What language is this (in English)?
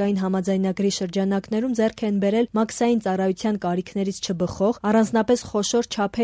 Armenian